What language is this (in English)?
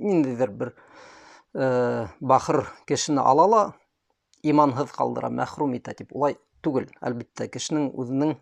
Bashkir